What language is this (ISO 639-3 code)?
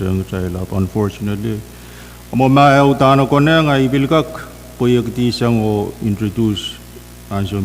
pon